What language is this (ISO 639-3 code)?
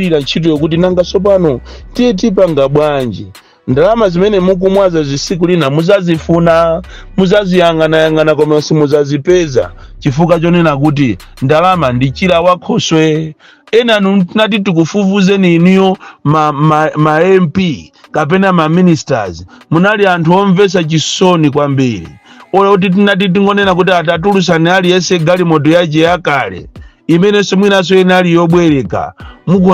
nya